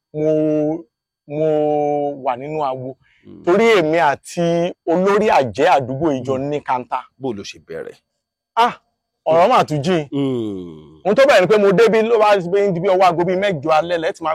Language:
Yoruba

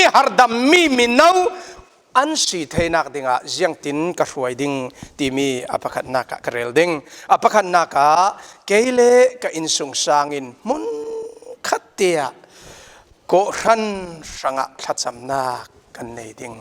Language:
Falam Chin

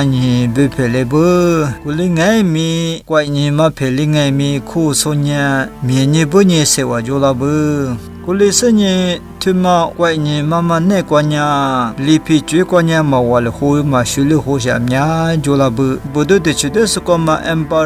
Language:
Lisu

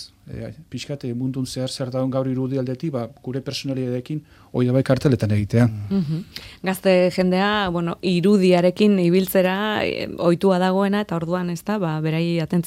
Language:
Basque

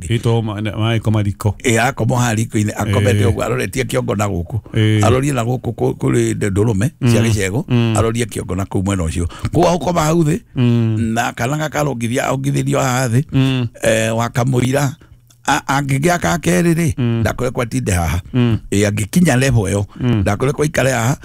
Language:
Kikuyu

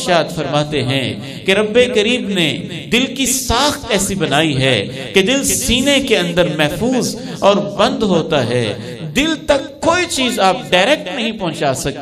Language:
Urdu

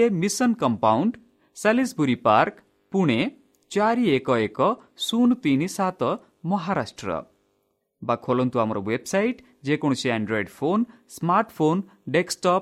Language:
Odia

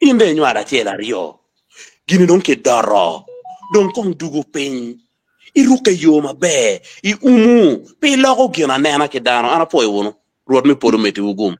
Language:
Acoli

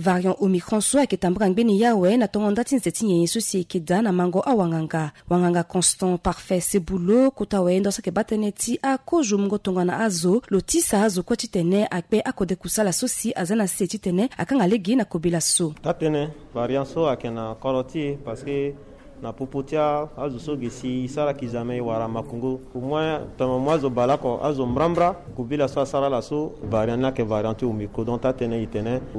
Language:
Sango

